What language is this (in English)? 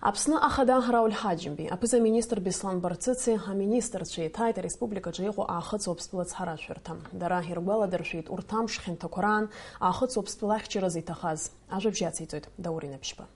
Abkhazian